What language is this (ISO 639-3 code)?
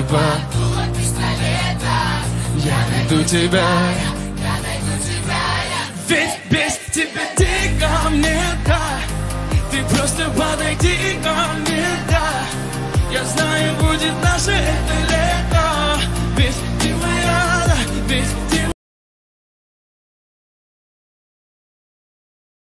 rus